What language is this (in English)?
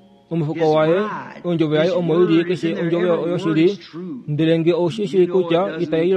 Kuanyama